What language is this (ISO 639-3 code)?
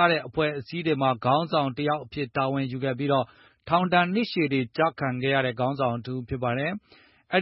mya